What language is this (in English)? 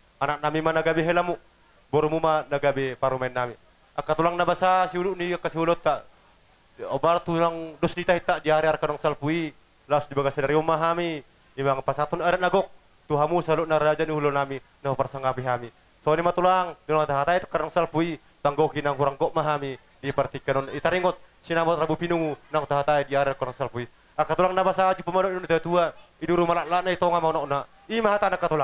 Batak Toba